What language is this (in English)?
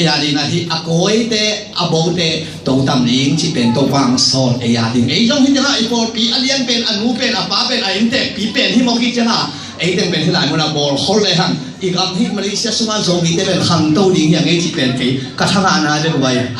Tedim Chin